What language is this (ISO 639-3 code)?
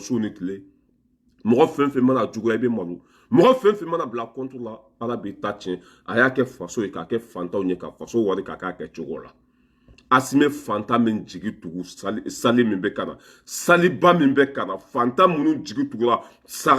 bam